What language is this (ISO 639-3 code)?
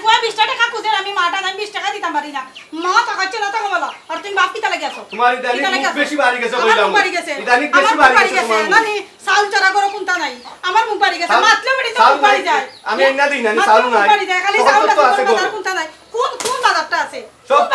syl